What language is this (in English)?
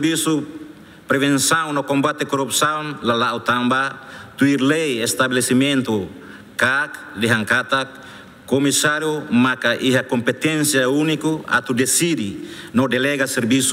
Tetum